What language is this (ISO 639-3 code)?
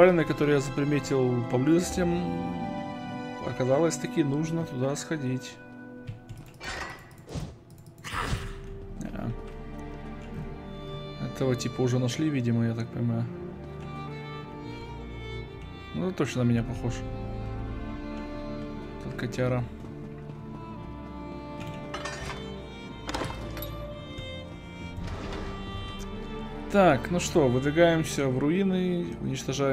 rus